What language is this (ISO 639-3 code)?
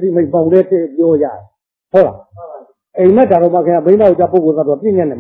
mya